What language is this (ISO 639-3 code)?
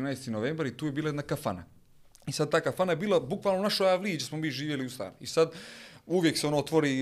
bos